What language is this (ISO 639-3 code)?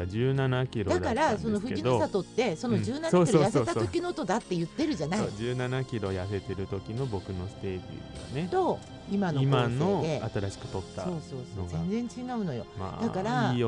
jpn